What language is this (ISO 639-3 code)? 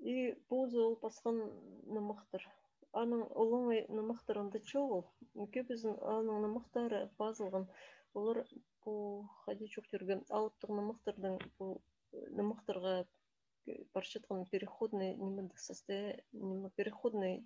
kjh